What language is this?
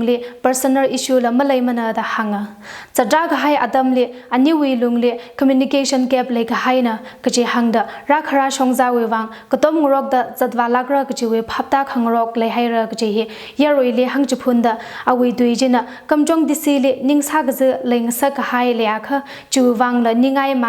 Tangkhul Naga (India)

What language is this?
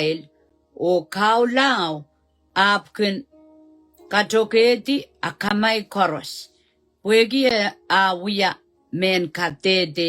Pohnpeian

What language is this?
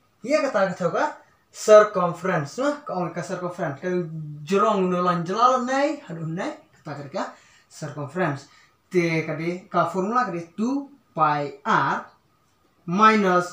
Khasi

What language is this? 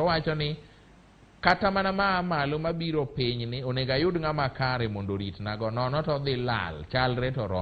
Luo (Kenya and Tanzania)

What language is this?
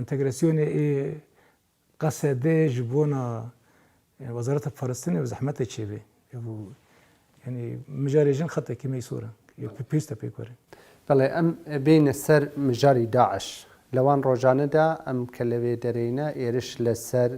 Kurdish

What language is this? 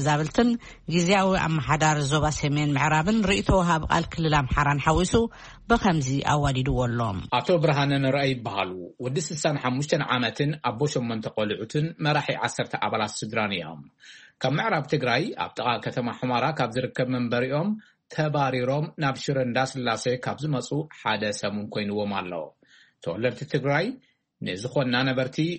Tigrinya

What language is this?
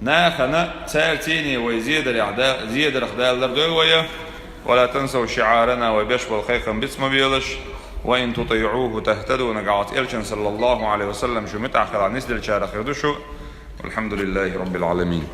Chechen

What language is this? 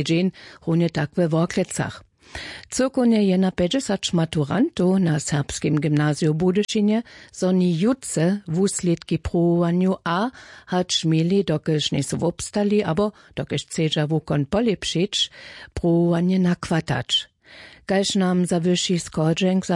Upper Sorbian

